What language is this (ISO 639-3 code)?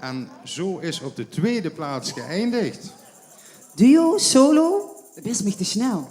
lim